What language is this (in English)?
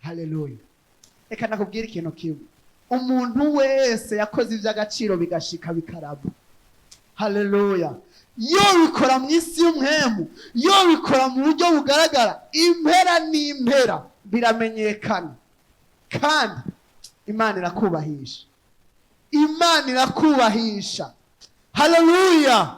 Rundi